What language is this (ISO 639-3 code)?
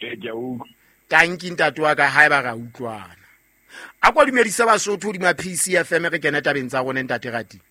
sot